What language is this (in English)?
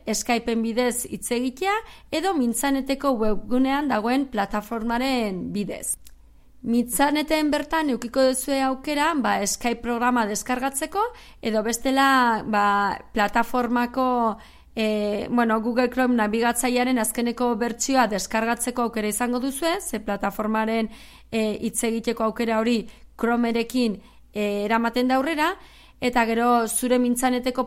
Basque